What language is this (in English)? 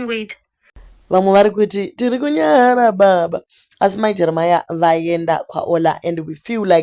Shona